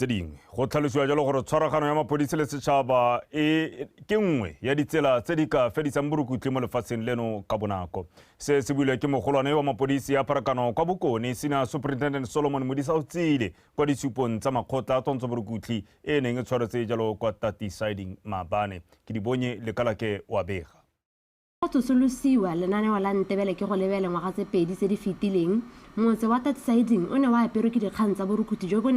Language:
Tswana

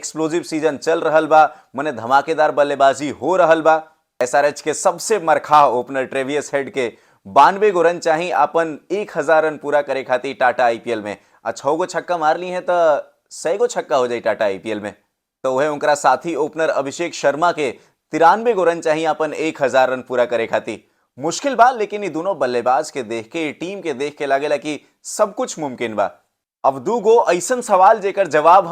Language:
Bhojpuri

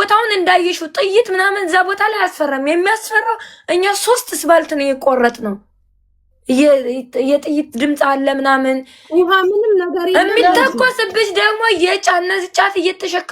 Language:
Amharic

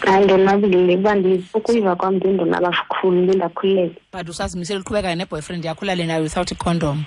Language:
Xhosa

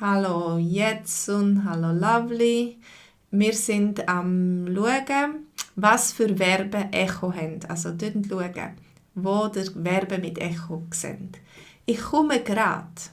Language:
Swiss German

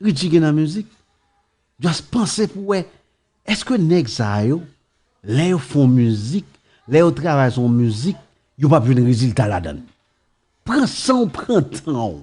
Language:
Haitian Creole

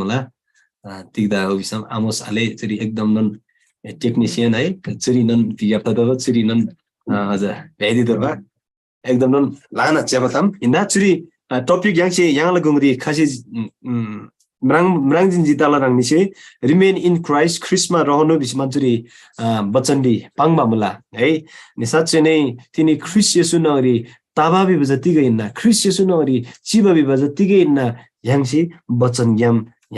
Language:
Eastern Tamang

